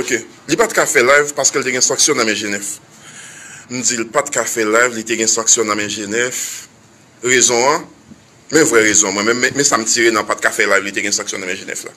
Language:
Haitian Creole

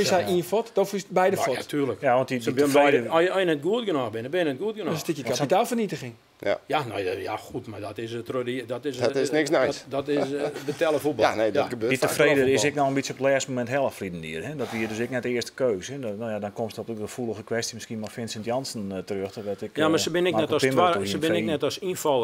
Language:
Western Frisian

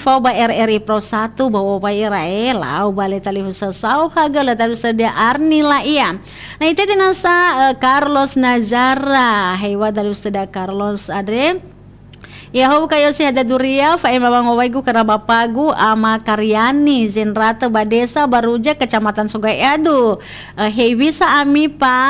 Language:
Nias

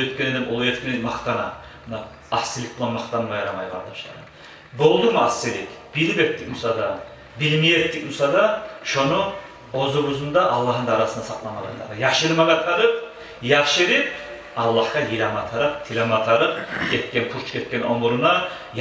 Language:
Kumyk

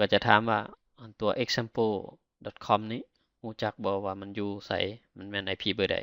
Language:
Lao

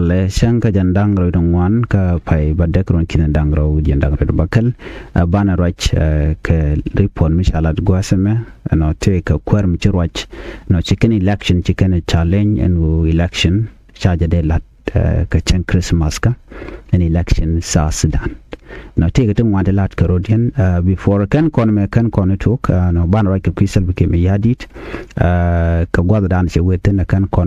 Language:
Nuer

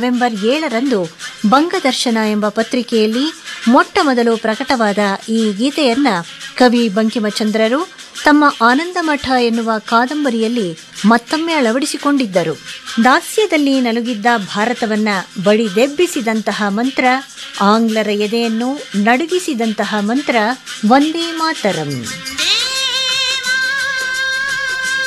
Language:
Kannada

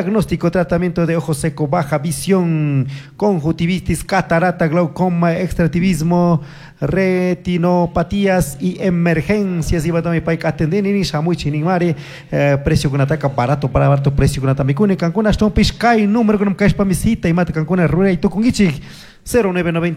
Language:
Chimborazo Highland Quichua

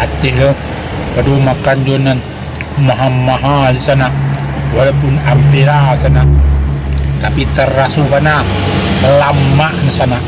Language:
Minangkabau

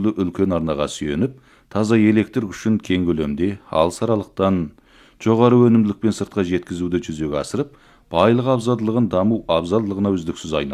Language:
Kazakh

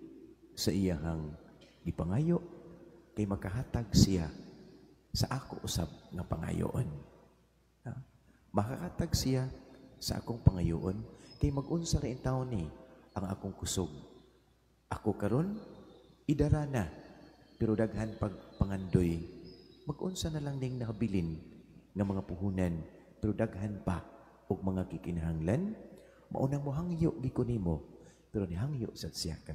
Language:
Cebuano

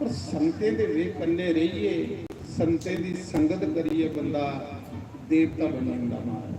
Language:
Dogri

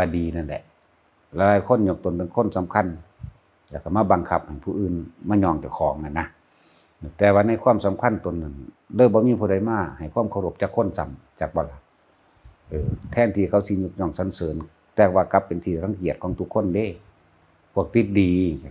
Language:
Northeastern Thai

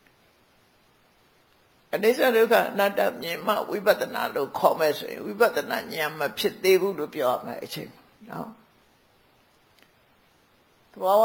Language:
Burmese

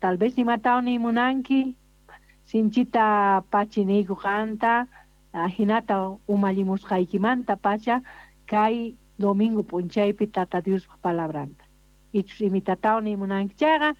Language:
South Bolivian Quechua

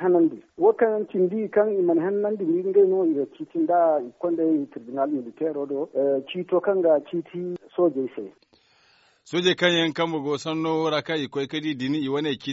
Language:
Zarma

